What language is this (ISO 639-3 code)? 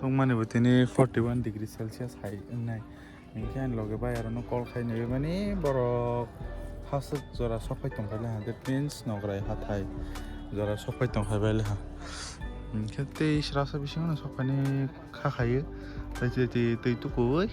trp